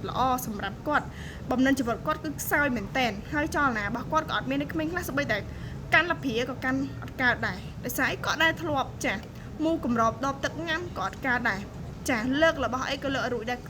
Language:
Khmer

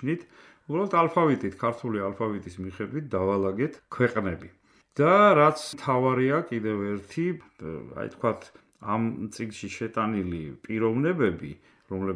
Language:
Georgian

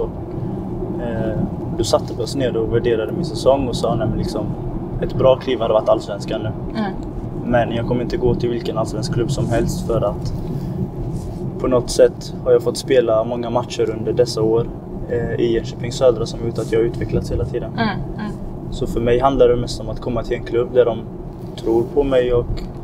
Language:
Swedish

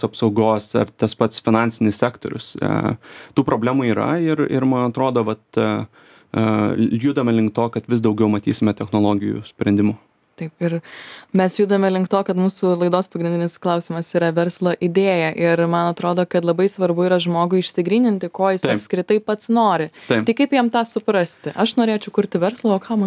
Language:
Lithuanian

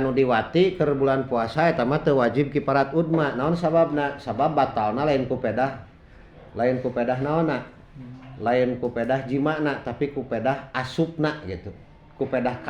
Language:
Sundanese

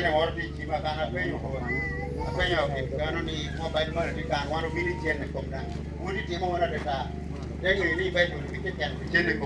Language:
Lango (Uganda)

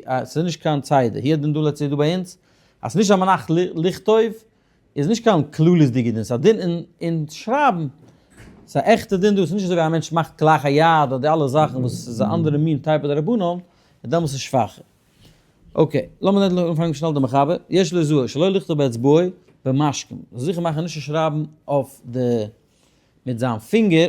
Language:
Yiddish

